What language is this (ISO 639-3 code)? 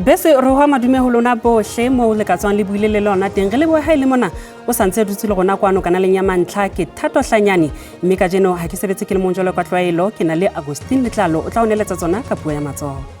sot